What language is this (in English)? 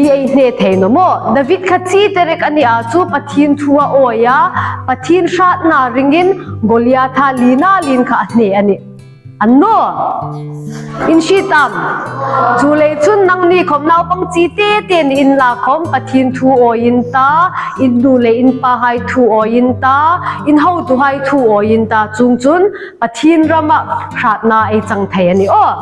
Hmar